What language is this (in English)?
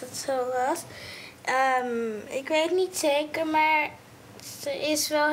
Dutch